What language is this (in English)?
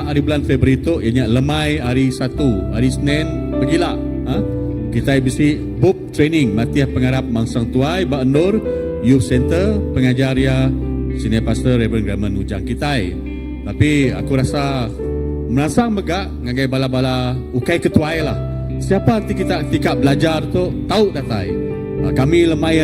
Iban